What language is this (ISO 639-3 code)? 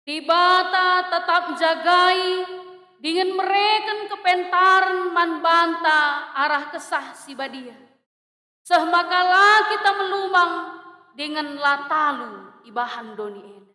btx